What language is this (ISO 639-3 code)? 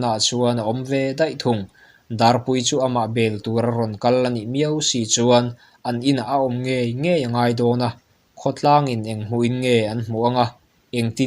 lus